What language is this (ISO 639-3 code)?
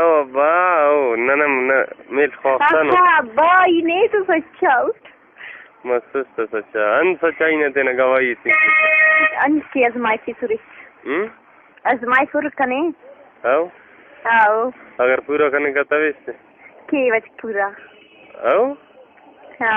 brh